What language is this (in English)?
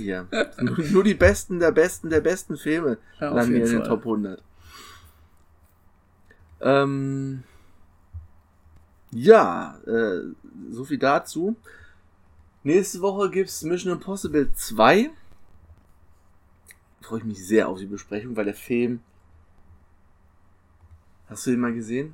German